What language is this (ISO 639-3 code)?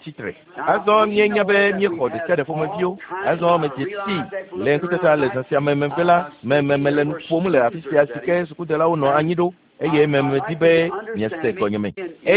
ewe